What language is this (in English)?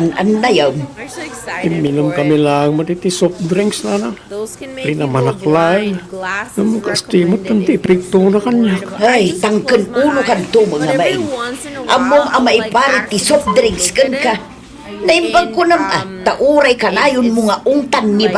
Iloko